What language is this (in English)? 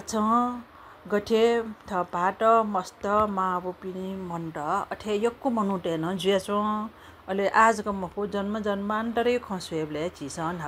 Newari